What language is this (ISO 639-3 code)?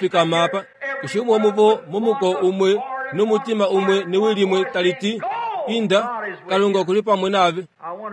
kua